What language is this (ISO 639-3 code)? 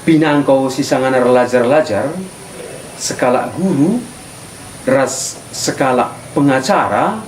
btx